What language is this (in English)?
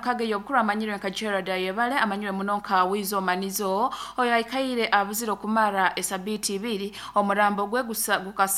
Nyoro